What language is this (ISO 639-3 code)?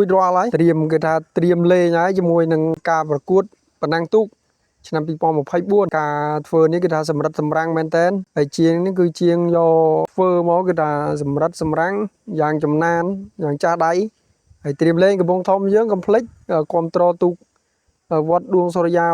khm